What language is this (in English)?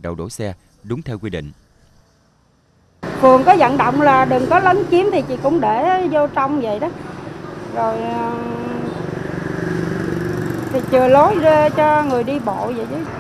Vietnamese